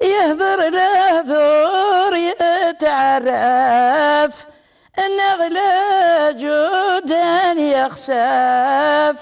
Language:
Kabyle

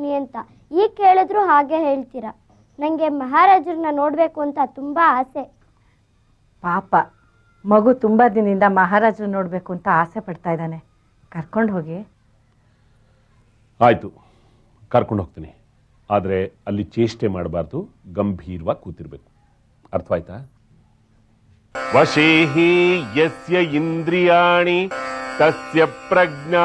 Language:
Kannada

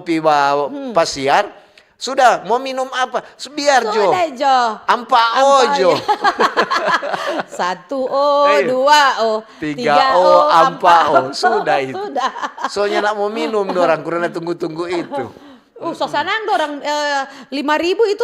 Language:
Manado Malay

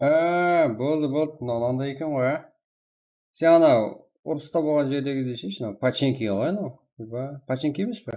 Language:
Kara-Kalpak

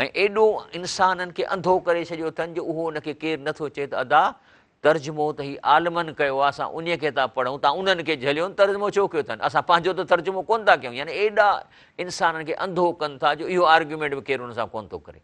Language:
Sindhi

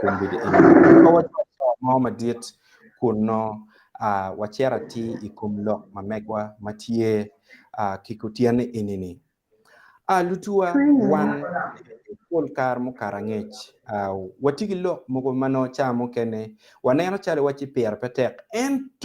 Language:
Acoli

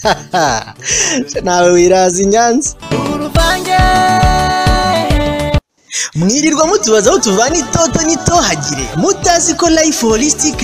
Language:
Kinyarwanda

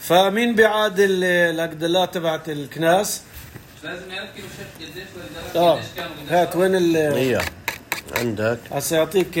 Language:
North Levantine Arabic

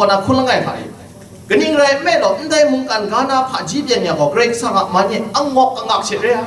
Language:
Kachin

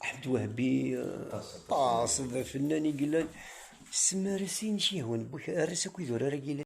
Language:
Kabyle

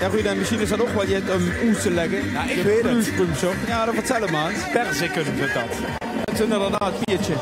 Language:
Limburgish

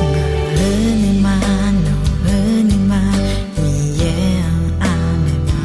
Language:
Akha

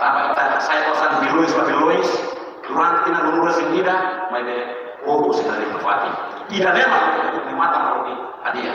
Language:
Tetum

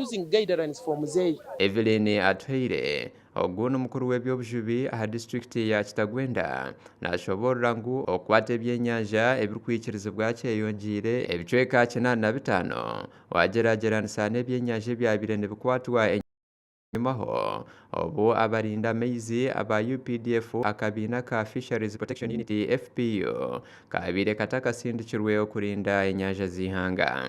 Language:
Nyankole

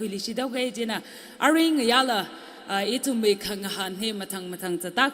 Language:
Tangkhul Naga (India)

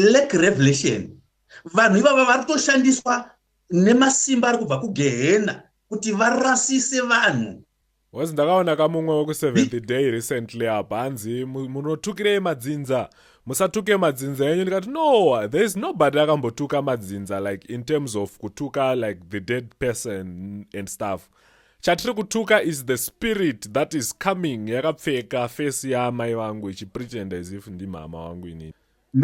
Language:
Shona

